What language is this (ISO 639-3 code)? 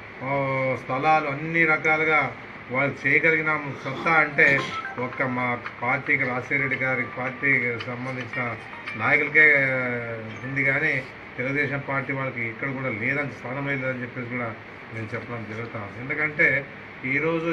tel